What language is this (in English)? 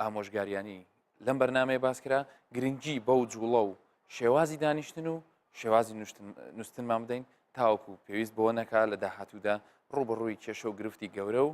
Central Kurdish